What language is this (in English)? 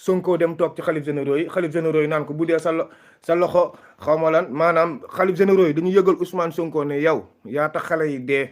Wolof